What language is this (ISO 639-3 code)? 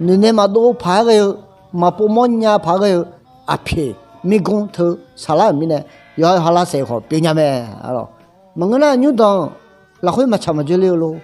ahk